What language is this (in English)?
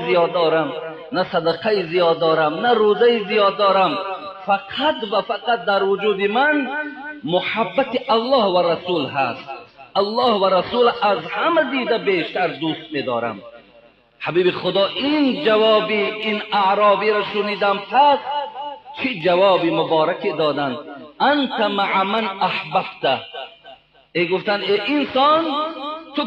Tajik